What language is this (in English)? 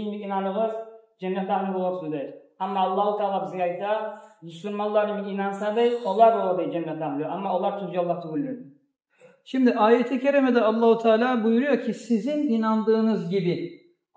Kumyk